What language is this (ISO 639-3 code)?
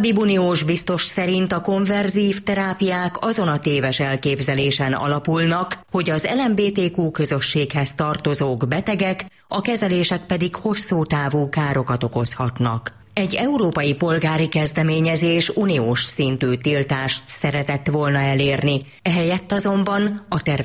hun